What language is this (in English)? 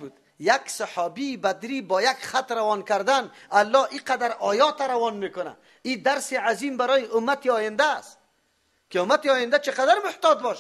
Persian